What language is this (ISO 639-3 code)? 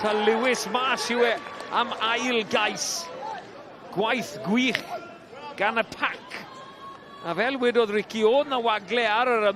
cym